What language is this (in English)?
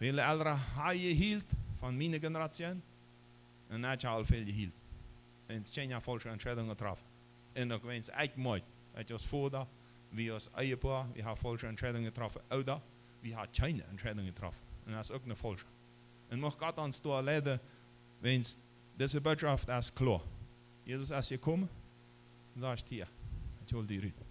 Plautdietsch